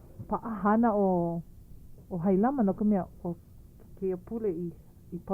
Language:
Hawaiian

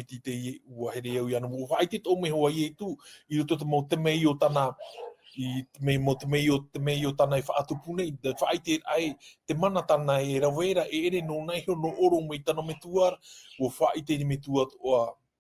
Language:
Tahitian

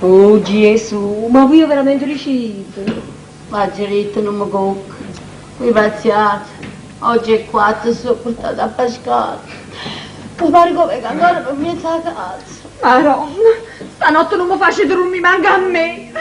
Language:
Neapolitan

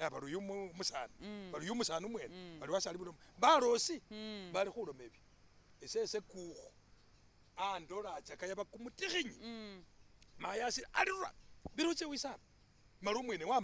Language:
Masaaba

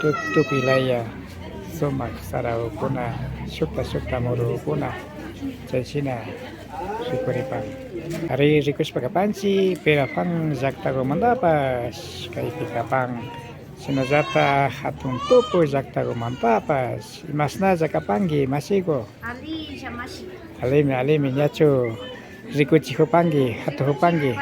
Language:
Imbabura Highland Quichua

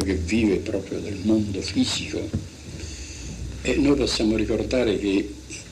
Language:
Italian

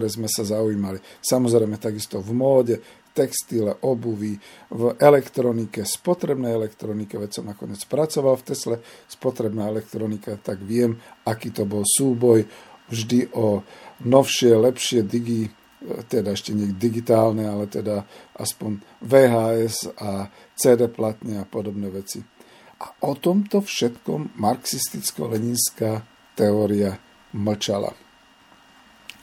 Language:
Slovak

